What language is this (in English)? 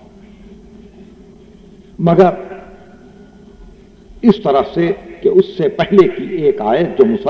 Urdu